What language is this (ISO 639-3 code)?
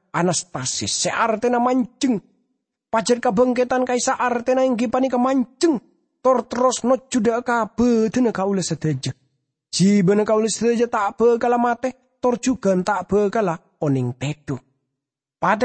mad